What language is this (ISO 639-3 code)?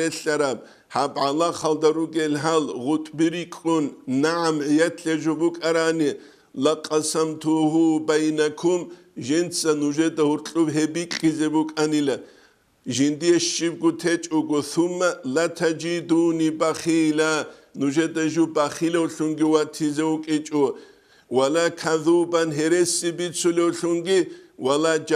ava